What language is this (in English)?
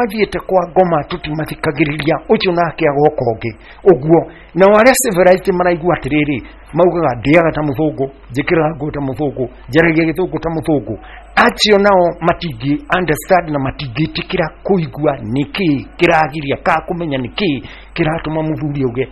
Kikuyu